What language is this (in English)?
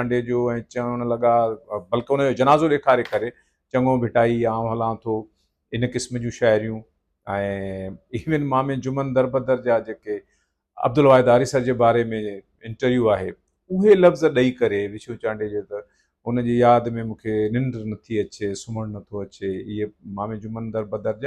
Sindhi